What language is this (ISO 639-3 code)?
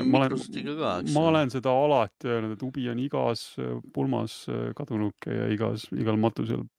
est